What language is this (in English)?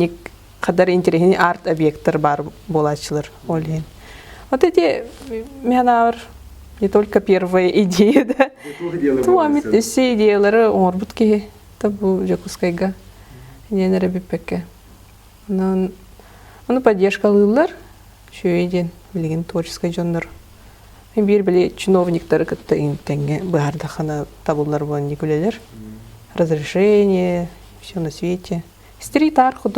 Yakut